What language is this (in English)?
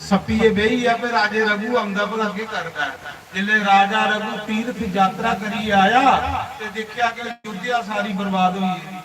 Dogri